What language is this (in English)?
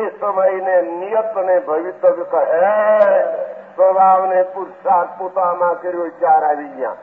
Gujarati